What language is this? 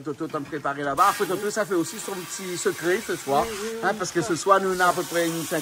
Réunion Creole French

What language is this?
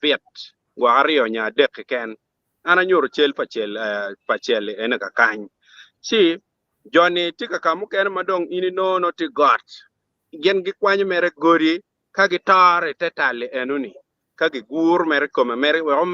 Acoli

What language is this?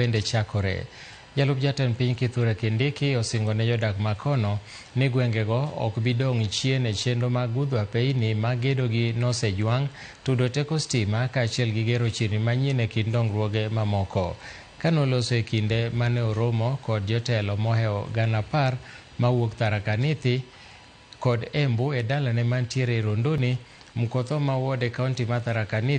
Luo (Kenya and Tanzania)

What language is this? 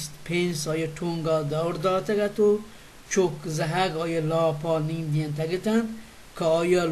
Baluchi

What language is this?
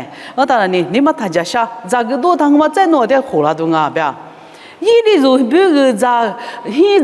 Lisu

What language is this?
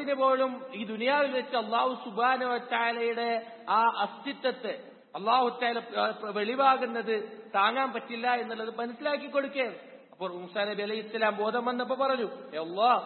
Malayalam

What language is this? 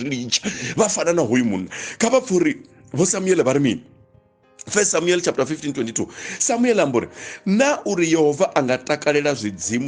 Venda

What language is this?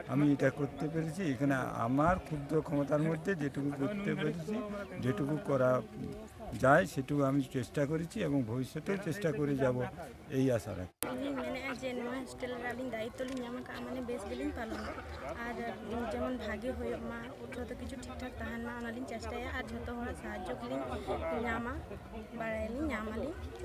Santali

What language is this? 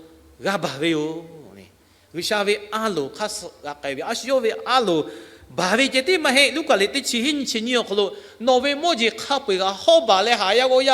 Lahu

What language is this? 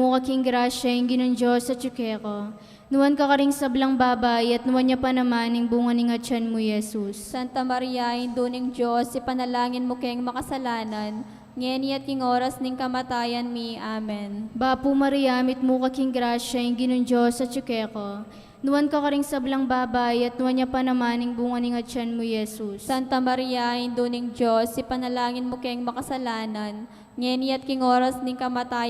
Pampanga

